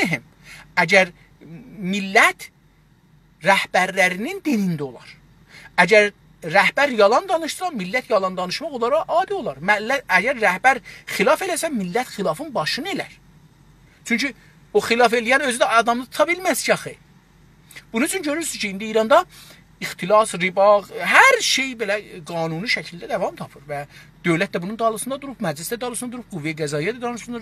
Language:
South Azerbaijani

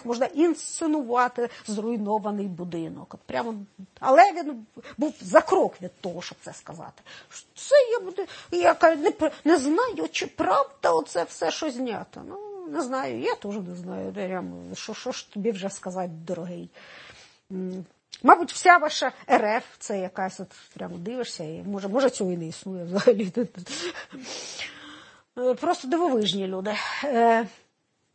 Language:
Ukrainian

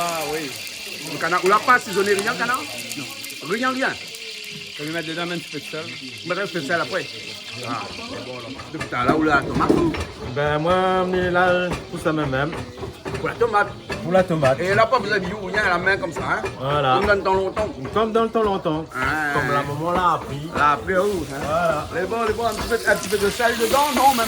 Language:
Réunion Creole French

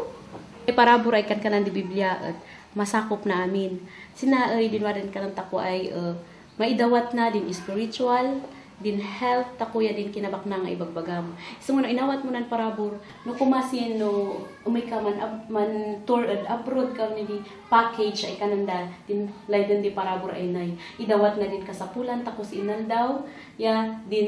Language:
Kankanaey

